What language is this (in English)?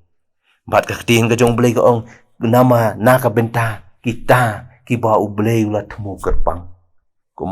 Khasi